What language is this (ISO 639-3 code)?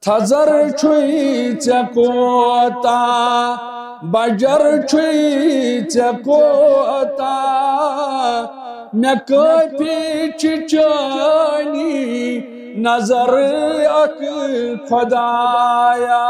kas